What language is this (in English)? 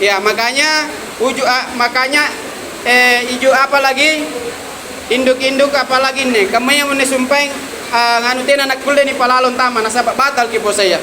Makasar